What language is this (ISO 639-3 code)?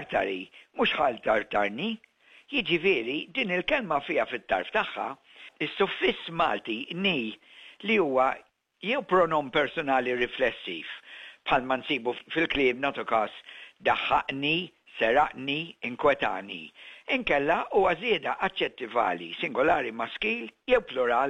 mlt